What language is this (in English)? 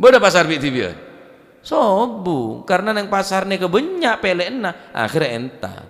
Madurese